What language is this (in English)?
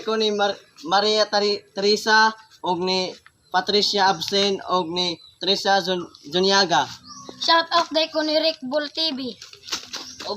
Cebuano